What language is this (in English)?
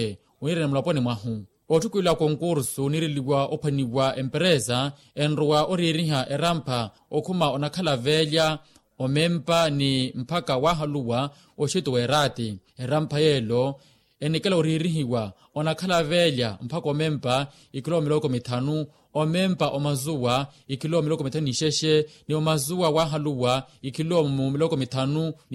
Makhuwa